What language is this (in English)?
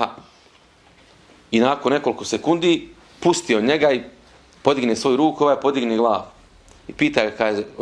Bosnian